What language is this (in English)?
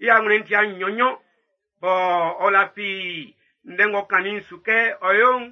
Baoulé